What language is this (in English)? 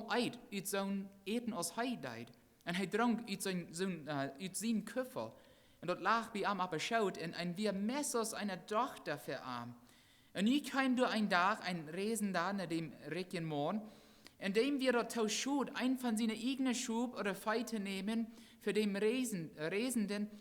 Plautdietsch